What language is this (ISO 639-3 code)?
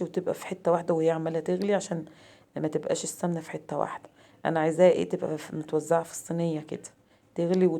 arz